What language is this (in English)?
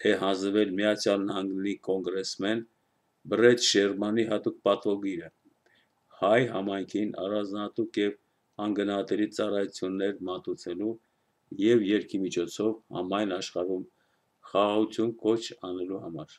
Armenian